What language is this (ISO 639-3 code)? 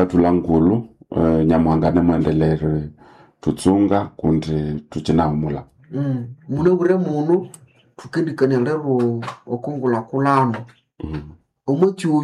nnb